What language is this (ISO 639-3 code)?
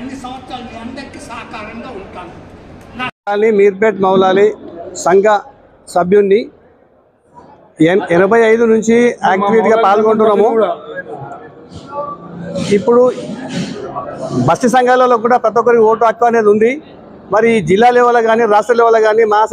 tel